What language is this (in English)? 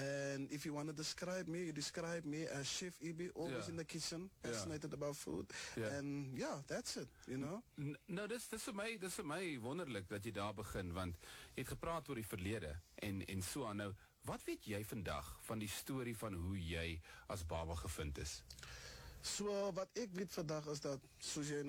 Afrikaans